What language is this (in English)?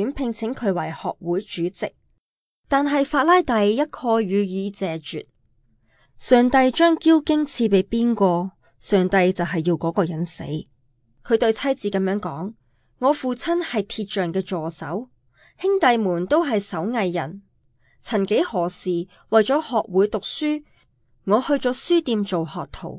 Cantonese